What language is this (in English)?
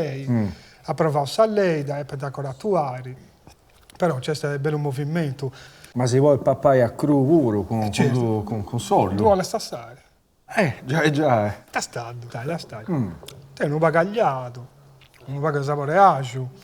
Sardinian